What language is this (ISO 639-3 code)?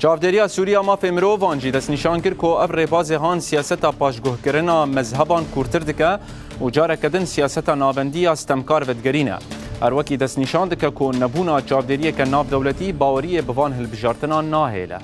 kur